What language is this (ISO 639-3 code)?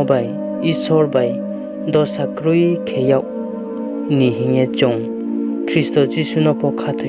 ria